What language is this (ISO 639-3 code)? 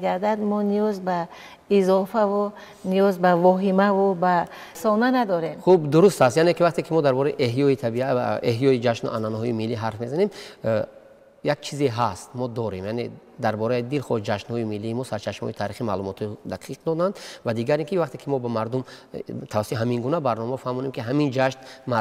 tgk